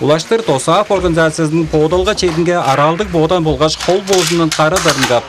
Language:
Tuvinian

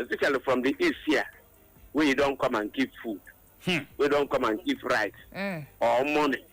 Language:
Igbo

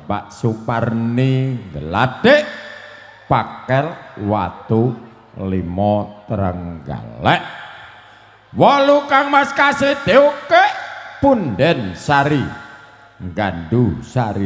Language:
Javanese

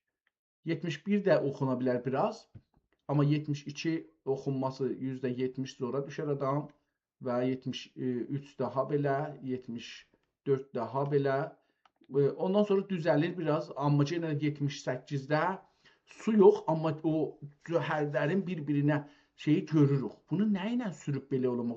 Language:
South Azerbaijani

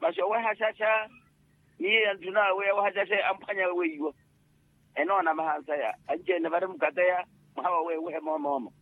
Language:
Makhuwa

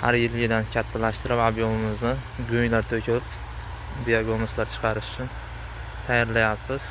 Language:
Uzbek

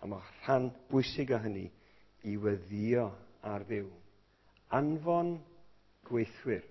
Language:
Welsh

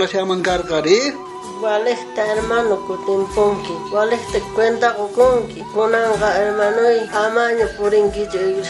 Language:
South Bolivian Quechua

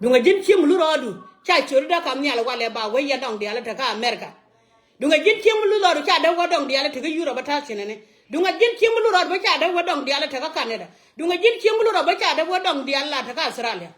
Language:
Nuer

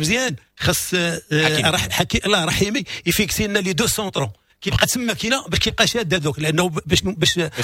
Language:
Moroccan Arabic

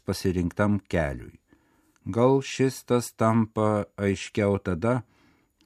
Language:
Lithuanian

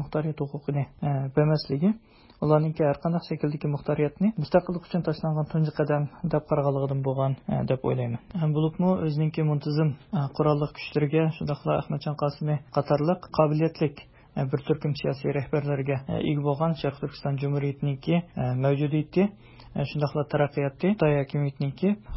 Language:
Uyghur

